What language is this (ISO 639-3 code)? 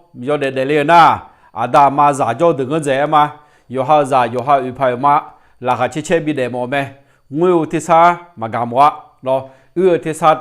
ahk